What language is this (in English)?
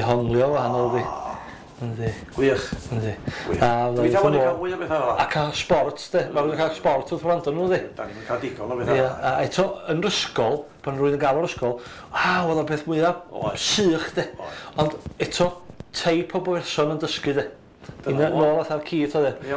Welsh